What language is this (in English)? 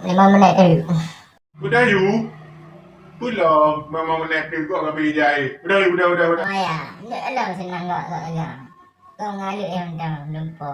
Achinese